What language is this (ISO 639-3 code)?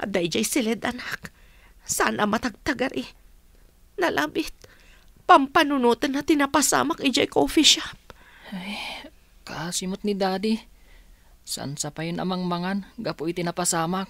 ilo